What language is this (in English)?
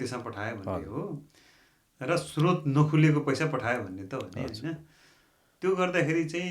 Nepali